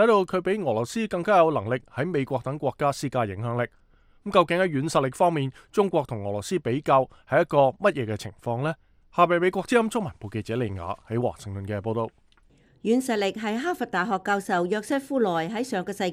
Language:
Cantonese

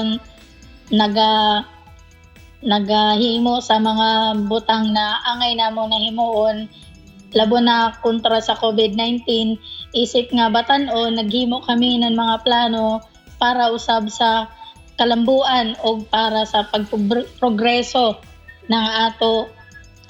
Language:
Cebuano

